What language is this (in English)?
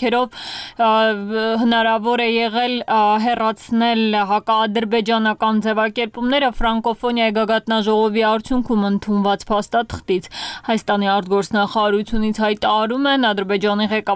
Armenian